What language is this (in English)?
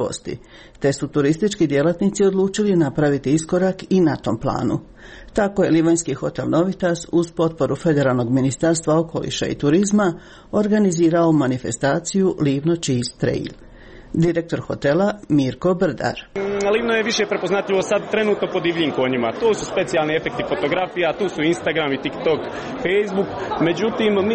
Croatian